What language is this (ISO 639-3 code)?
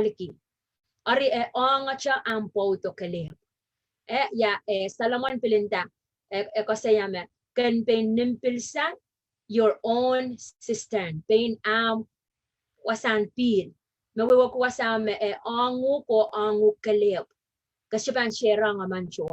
pon